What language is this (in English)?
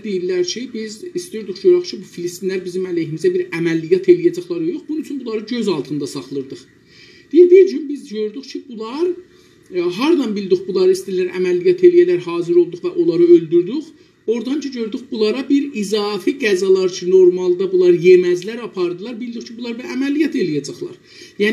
South Azerbaijani